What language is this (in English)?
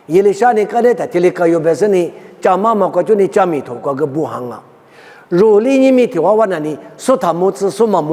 Lisu